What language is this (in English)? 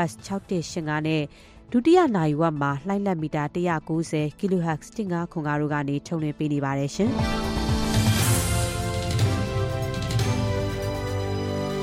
Burmese